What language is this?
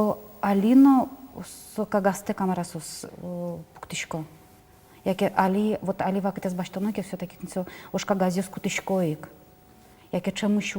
Udmurt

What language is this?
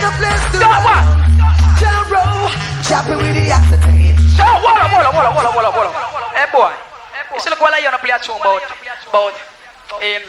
Jamaican Creole English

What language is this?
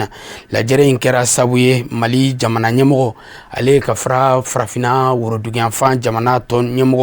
Bambara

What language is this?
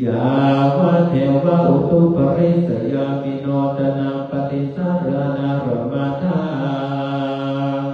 Pali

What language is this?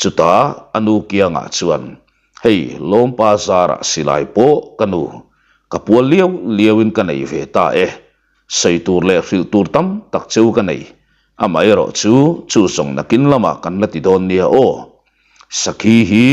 Mizo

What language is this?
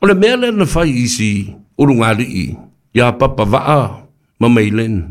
Samoan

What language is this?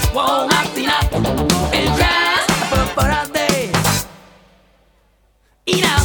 Swedish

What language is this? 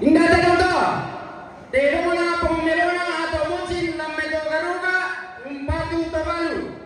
Toraja-Sa'dan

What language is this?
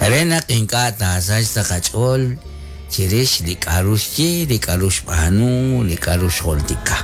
Kekchí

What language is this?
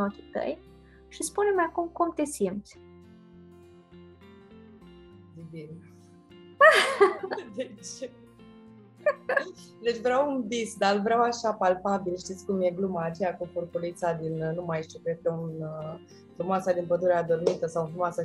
Romanian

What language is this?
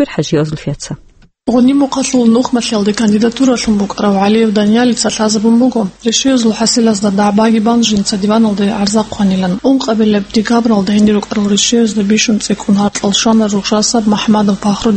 Avaric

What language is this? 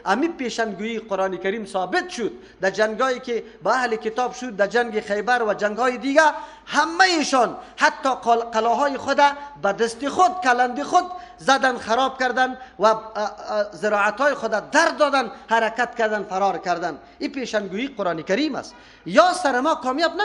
Persian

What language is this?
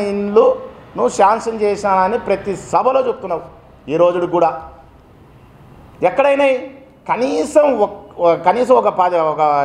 Telugu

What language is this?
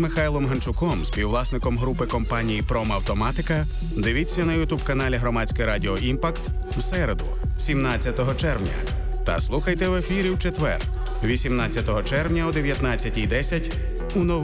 Ukrainian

